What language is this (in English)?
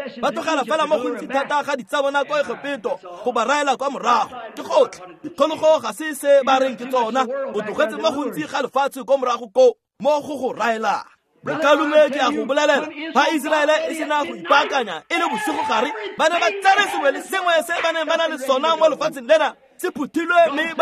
Tswana